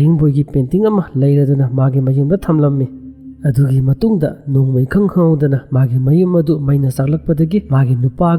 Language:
Manipuri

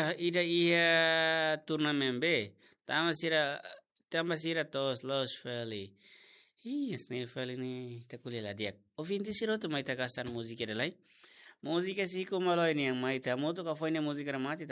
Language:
Tetum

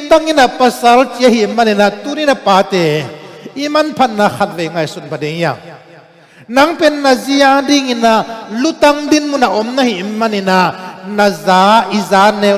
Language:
Tedim Chin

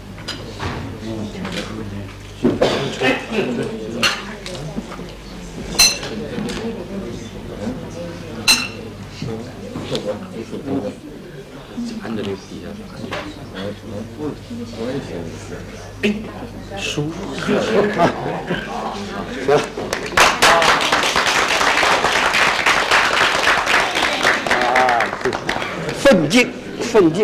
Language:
Chinese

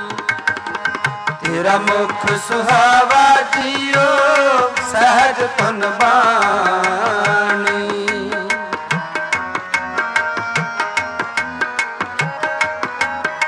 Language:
Punjabi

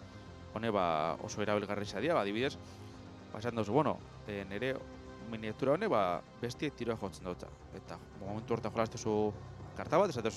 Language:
Basque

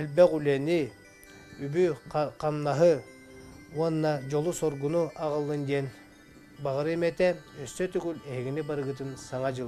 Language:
Yakut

